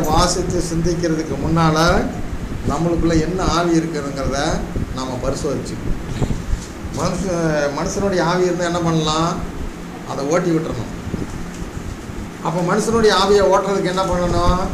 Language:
Tamil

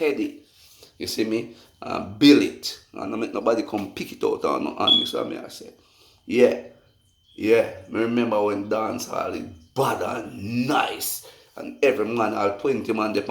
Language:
Jamaican Creole English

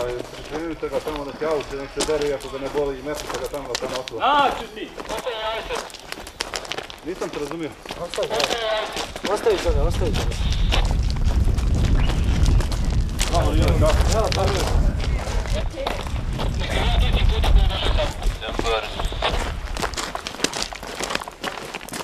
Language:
Croatian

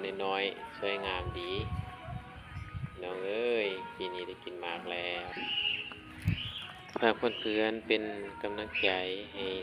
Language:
Lao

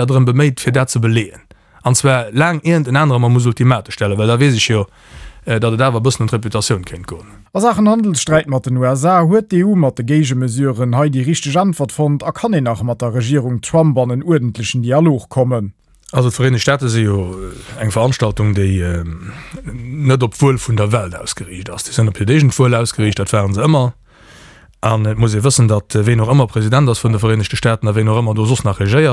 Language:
Luxembourgish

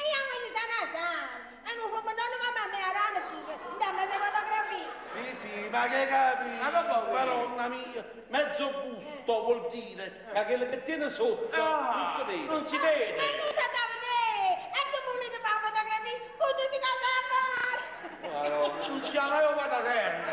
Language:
Neapolitan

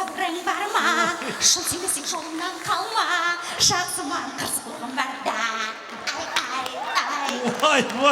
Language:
Kara-Kalpak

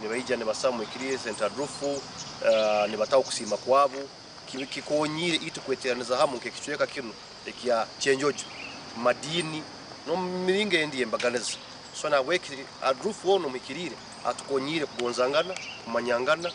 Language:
Nyankole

